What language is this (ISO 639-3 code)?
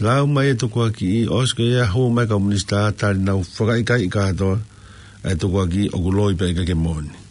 ton